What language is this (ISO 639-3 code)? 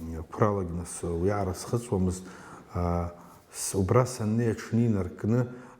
abk